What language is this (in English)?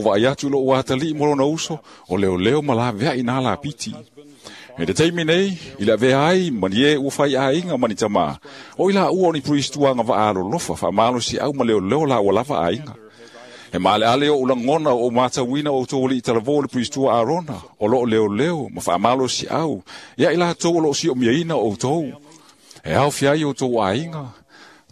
Samoan